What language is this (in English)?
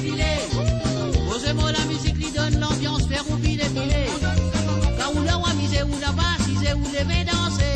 Morisyen